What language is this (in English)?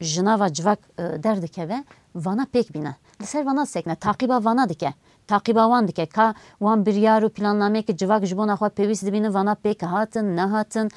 Kurdish